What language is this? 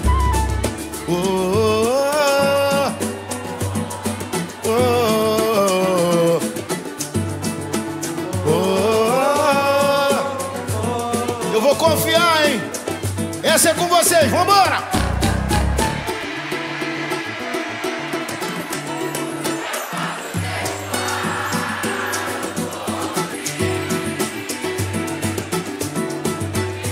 Portuguese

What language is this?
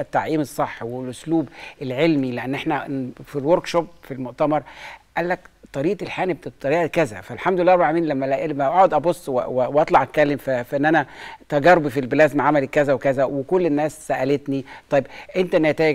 Egyptian Arabic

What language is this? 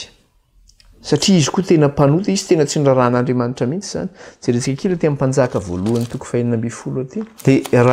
Malagasy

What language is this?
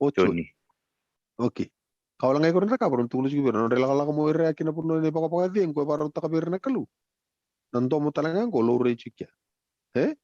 Fijian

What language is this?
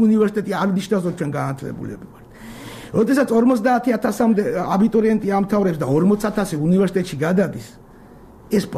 Georgian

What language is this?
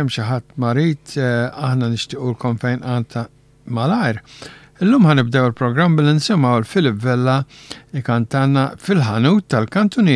Maltese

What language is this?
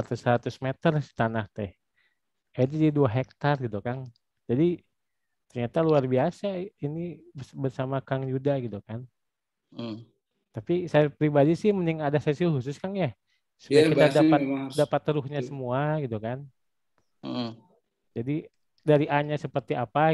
Indonesian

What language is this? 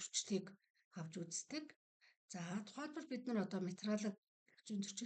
Mongolian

